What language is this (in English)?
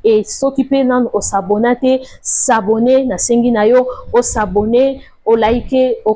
Lingala